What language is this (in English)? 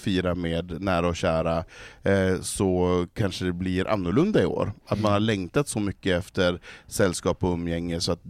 Swedish